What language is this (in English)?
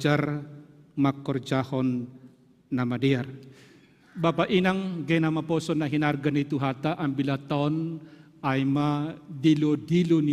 Batak Simalungun